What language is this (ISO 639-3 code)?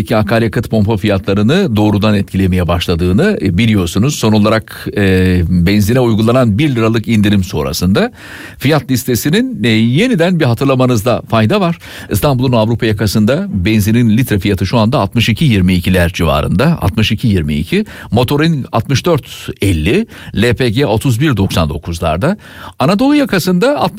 tur